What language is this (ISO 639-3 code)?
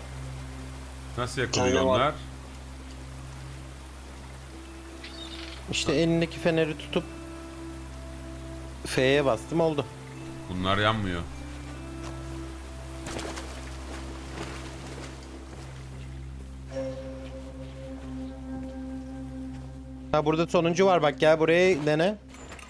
tur